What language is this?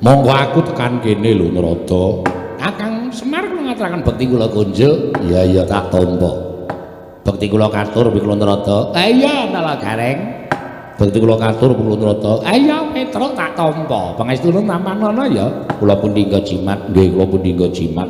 Javanese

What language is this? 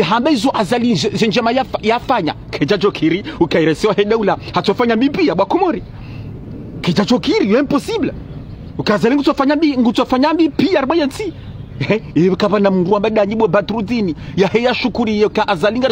Ngazidja Comorian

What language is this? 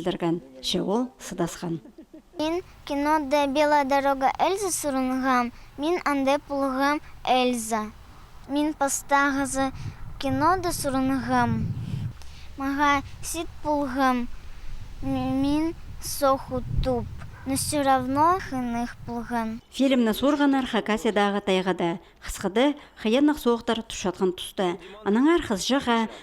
Khakas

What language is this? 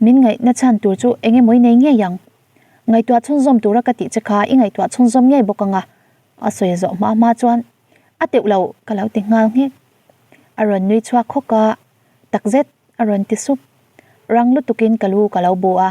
Mizo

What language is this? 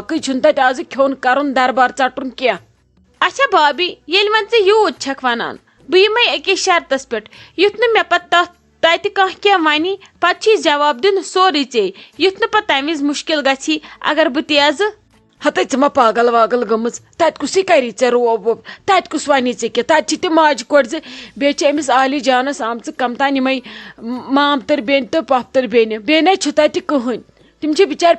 Kashmiri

